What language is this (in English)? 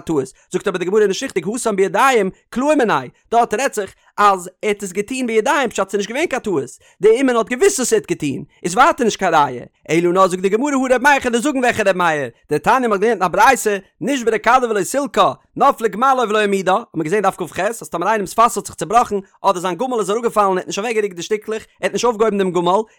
Yiddish